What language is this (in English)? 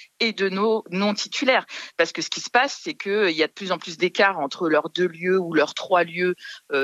French